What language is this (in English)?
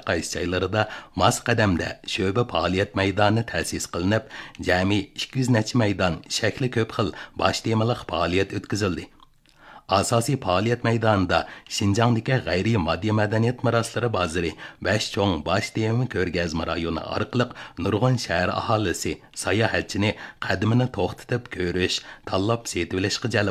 Uyghur